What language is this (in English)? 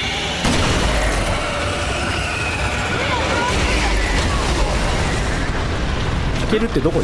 Japanese